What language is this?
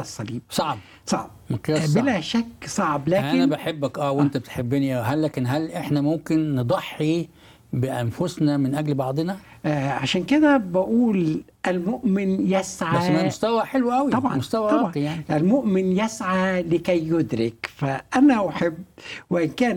Egyptian Arabic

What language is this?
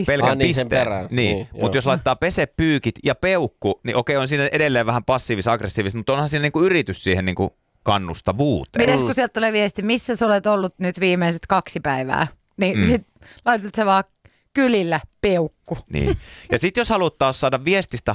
Finnish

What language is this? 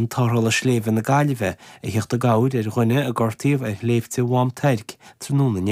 Irish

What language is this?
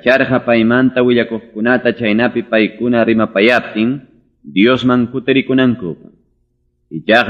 Ayacucho Quechua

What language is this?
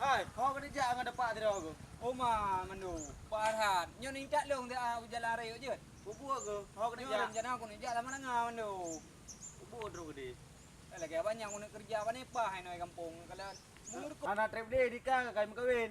Achinese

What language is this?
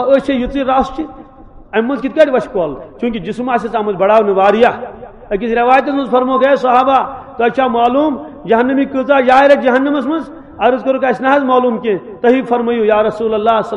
Kashmiri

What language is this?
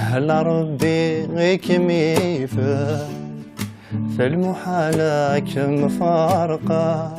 Kabyle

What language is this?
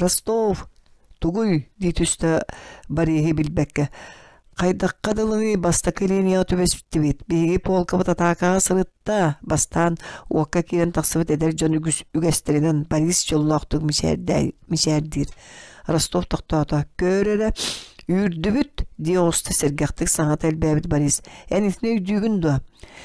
Yakut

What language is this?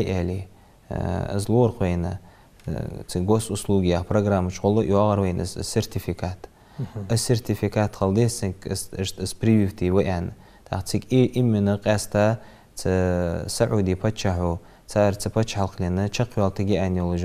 Ingush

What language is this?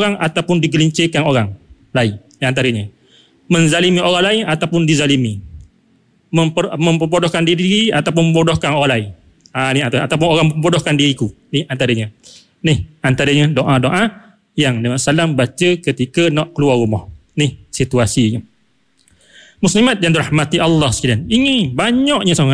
Malay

